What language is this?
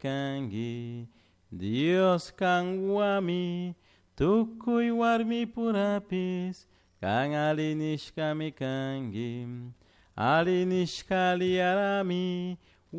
Chimborazo Highland Quichua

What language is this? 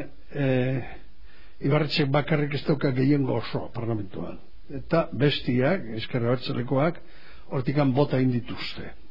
Basque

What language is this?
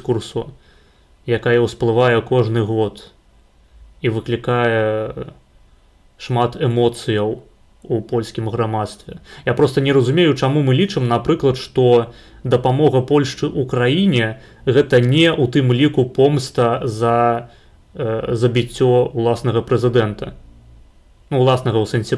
Belarusian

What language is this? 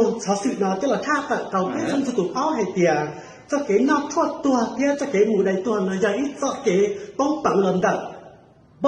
Hmong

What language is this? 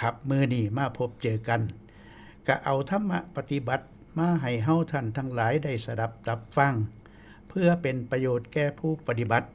Northeastern Thai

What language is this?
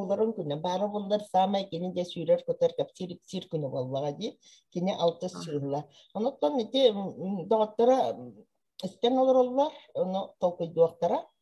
Yakut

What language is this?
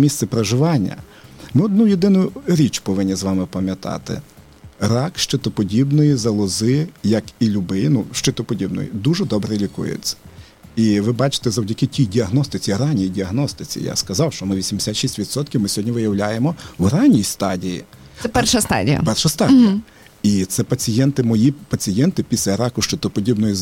Ukrainian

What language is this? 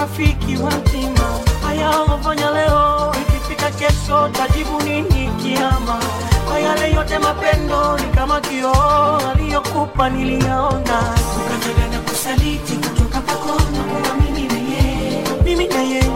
Swahili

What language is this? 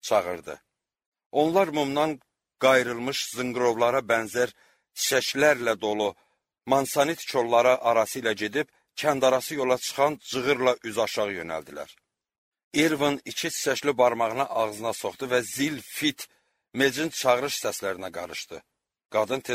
Azerbaijani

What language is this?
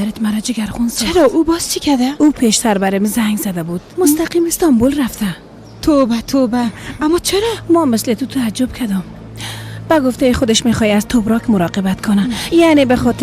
Persian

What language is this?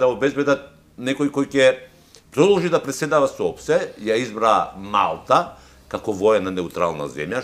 Macedonian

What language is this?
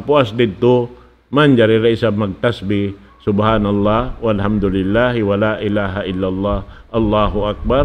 Tausug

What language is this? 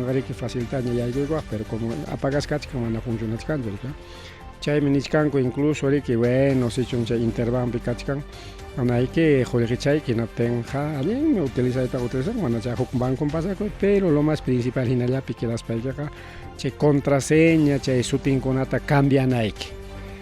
Ayacucho Quechua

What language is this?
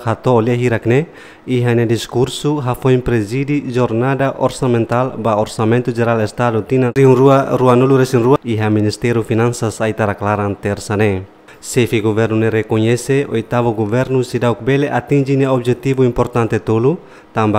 Tetum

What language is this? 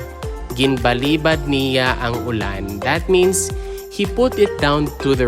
Hiligaynon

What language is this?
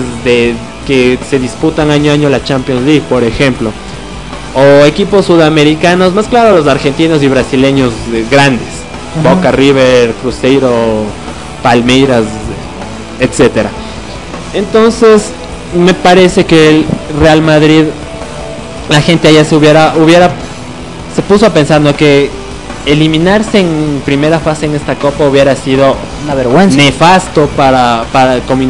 Spanish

